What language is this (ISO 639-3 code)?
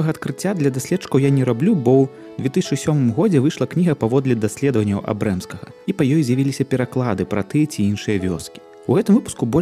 bel